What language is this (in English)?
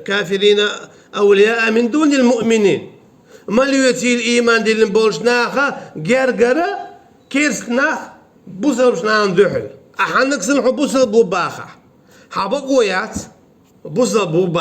Chechen